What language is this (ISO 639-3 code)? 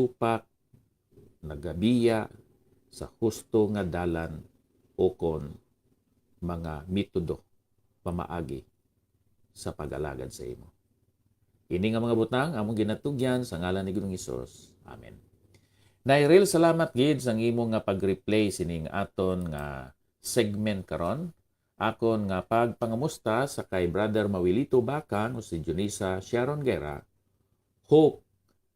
hil